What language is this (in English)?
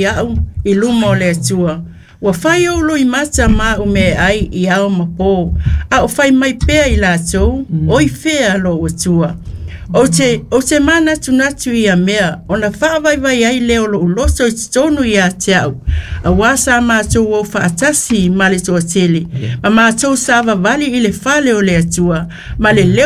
Samoan